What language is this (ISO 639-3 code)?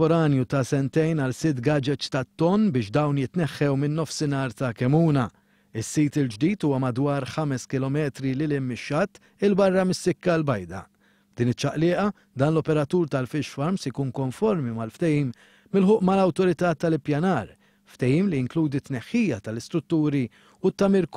mlt